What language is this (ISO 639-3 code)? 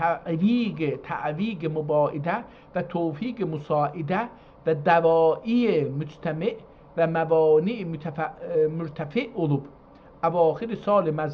azb